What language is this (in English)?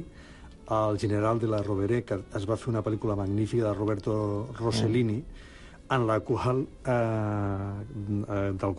Catalan